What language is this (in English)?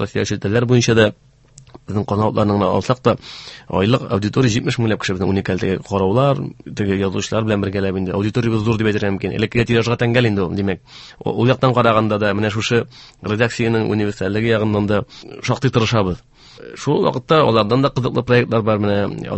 Tatar